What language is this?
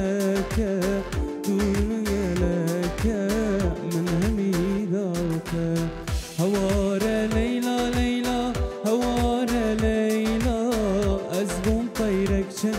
Kurdish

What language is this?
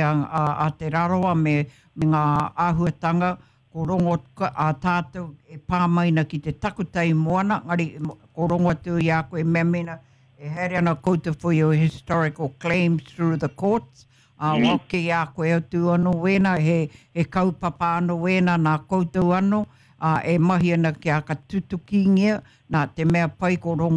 Māori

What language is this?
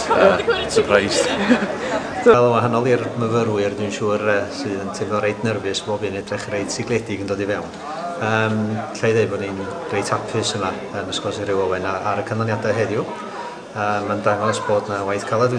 Welsh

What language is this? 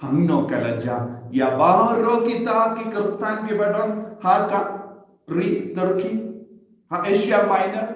Khasi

